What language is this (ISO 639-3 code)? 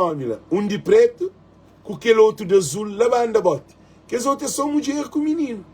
kea